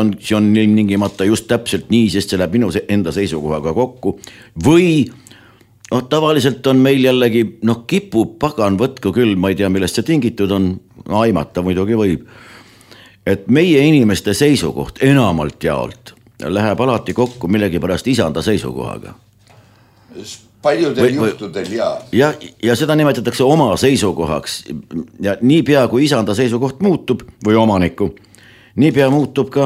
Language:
Estonian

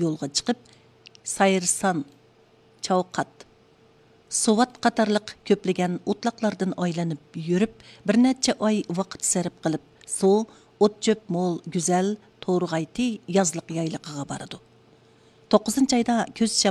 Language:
Uyghur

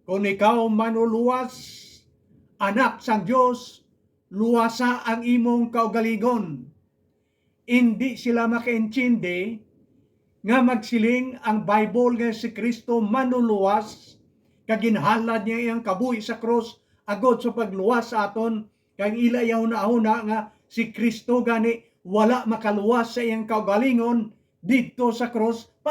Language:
Hiligaynon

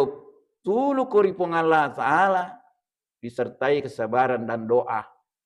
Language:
Buginese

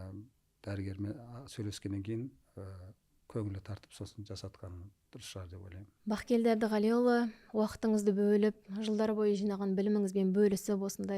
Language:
Kazakh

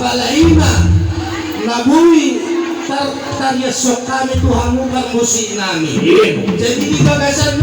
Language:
Batak Toba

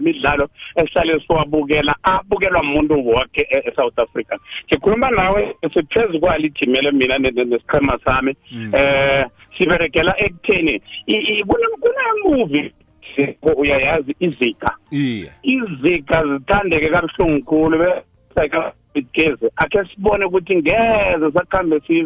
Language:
South Ndebele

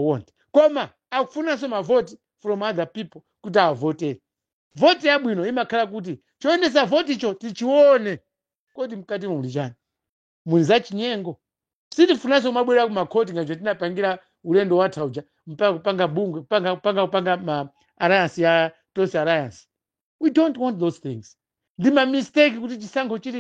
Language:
Nyanja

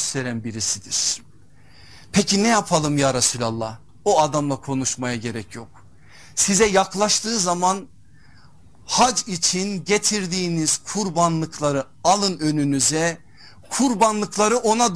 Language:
Turkish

